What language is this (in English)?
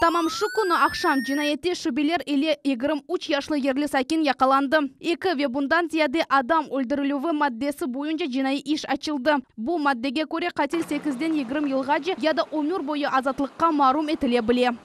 Crimean Tatar